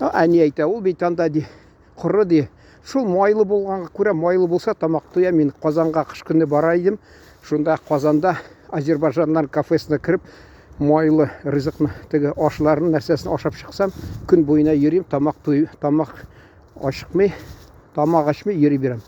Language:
Tatar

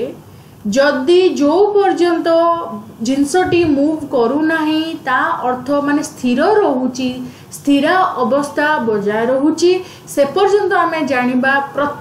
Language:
Odia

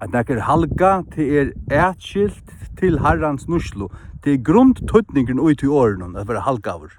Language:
Faroese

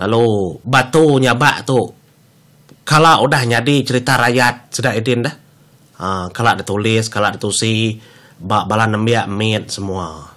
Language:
Iban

